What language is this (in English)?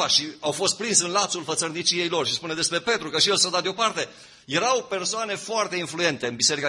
Romanian